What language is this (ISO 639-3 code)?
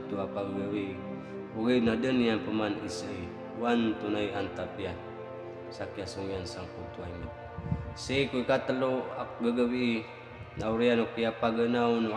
mrw